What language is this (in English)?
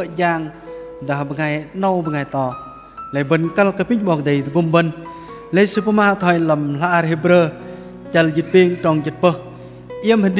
Bahnar